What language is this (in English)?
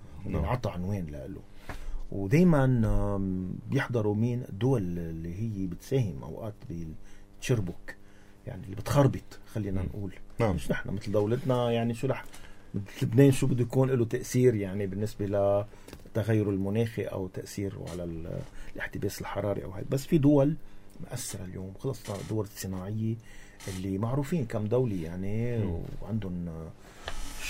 North Levantine Arabic